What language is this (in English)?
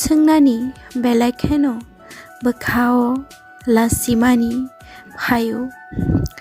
Kok Borok